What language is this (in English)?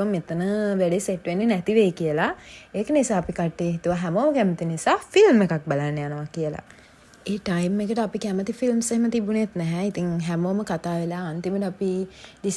Sinhala